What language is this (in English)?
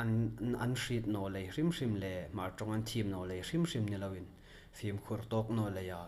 Hmar